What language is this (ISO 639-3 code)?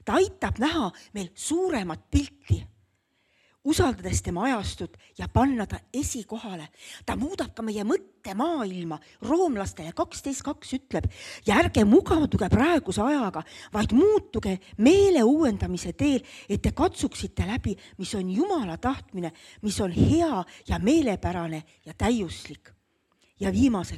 est